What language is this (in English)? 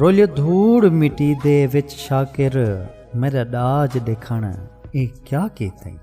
Saraiki